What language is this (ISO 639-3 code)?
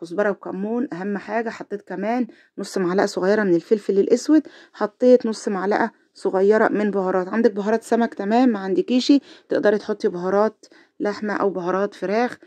arz